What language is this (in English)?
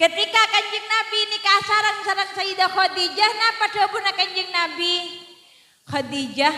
Madurese